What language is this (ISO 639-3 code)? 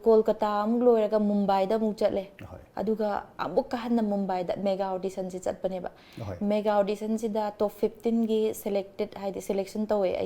mni